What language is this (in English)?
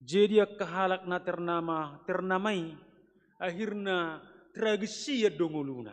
Batak Toba